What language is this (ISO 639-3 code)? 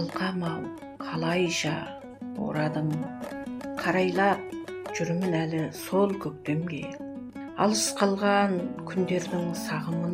kaz